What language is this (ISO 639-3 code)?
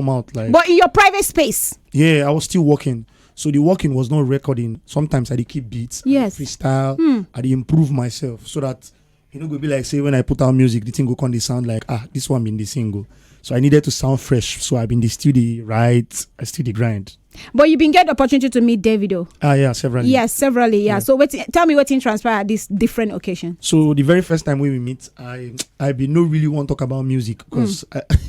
pcm